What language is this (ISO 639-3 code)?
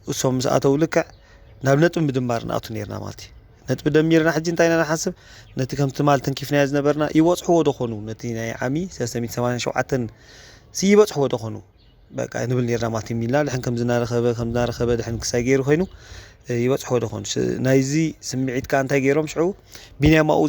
tir